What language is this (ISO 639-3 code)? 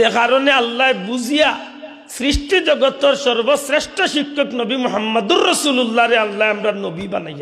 syl